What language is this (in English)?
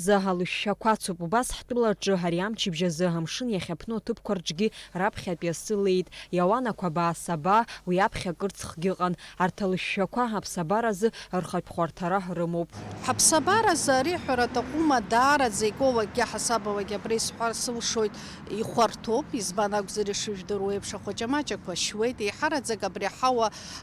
Abkhazian